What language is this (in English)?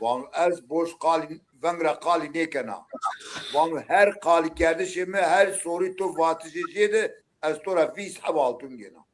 Zaza